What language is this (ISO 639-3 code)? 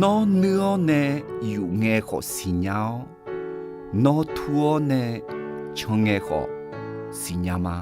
ahk